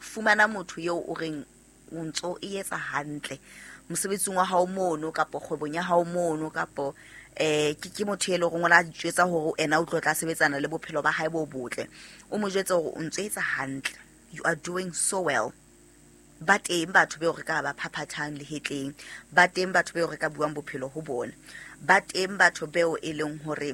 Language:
Southern Sotho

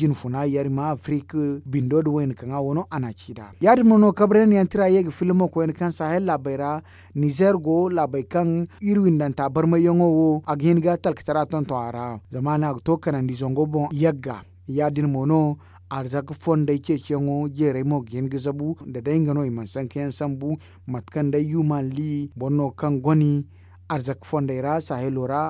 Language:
Zarma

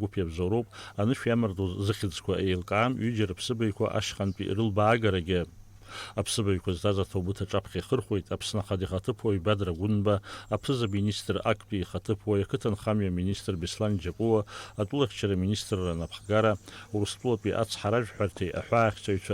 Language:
Abkhazian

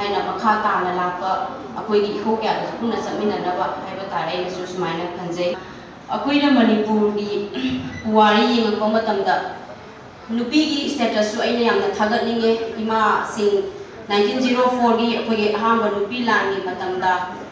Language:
Manipuri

